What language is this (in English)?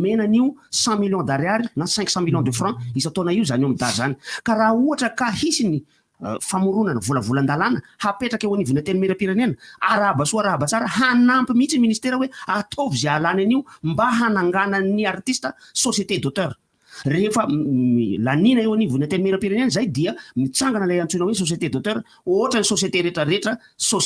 Malagasy